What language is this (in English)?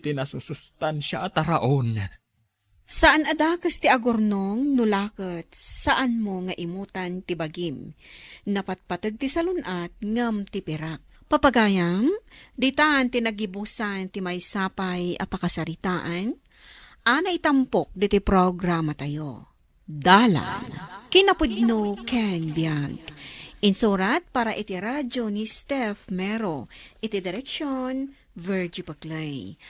Iloko